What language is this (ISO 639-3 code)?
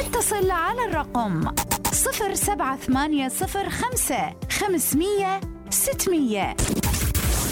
acm